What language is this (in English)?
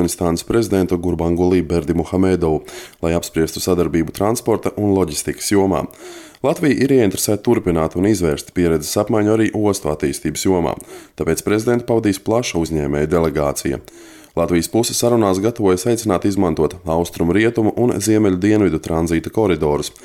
Latvian